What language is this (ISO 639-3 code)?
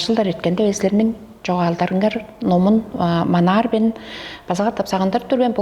tyv